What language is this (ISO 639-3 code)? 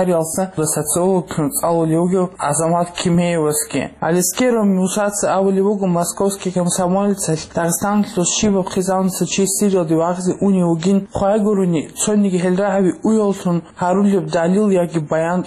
ava